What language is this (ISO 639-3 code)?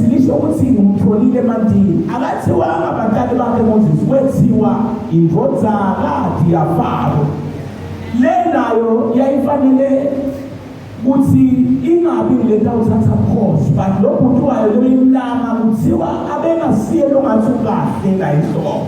zul